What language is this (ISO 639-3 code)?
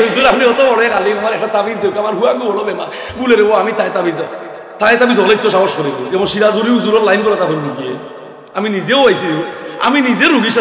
syl